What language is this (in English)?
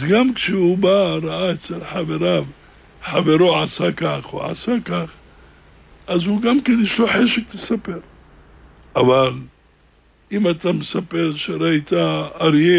Hebrew